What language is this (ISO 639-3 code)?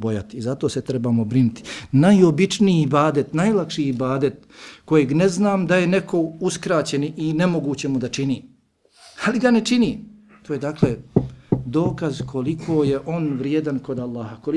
bos